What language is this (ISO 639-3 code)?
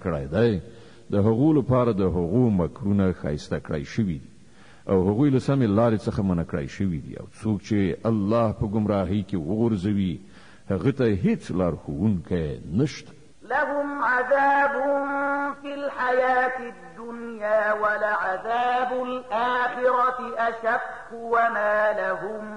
pus